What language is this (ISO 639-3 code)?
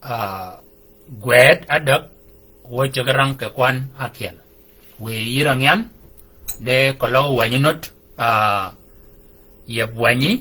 shk